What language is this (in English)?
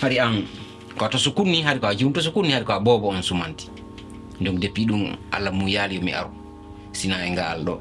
Fula